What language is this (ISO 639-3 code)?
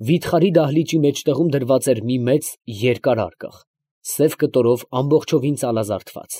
hye